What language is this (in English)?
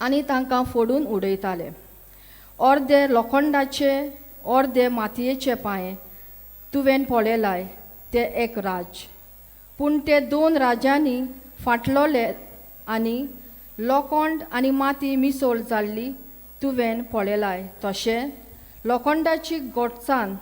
Konkani